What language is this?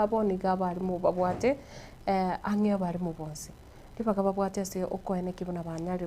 Gusii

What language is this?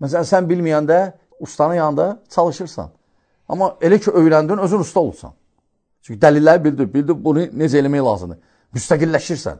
Azerbaijani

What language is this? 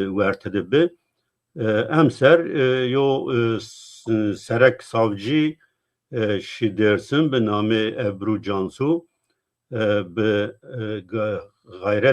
Zaza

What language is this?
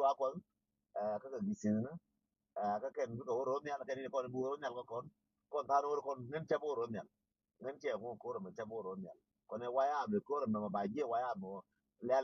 Nuer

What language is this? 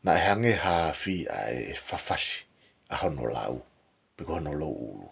Tongan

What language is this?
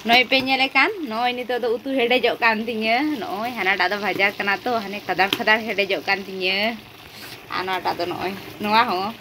Santali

